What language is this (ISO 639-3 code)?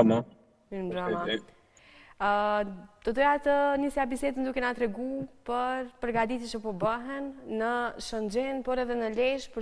sqi